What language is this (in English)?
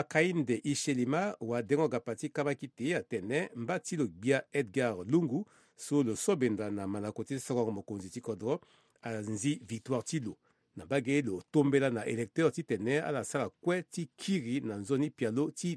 Sango